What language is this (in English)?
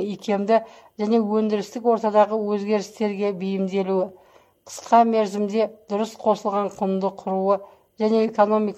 Kazakh